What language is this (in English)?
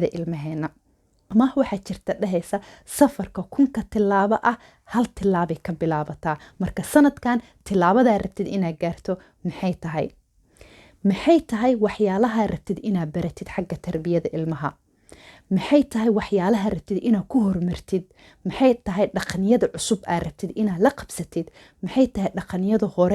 Somali